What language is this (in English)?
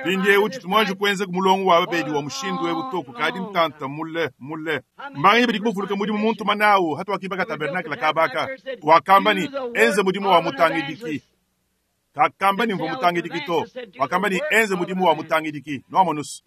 Luba-Lulua